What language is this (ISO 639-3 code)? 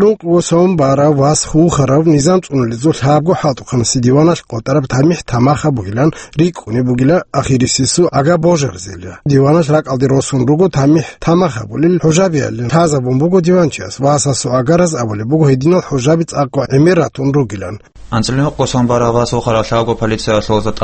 ava